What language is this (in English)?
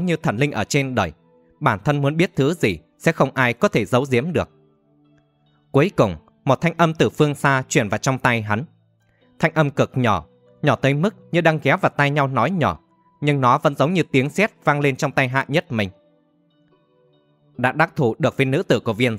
Vietnamese